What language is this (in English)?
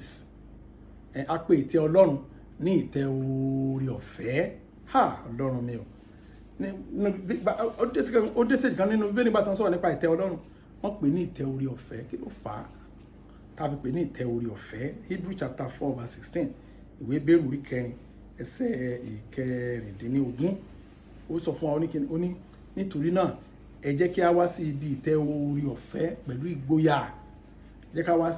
Yoruba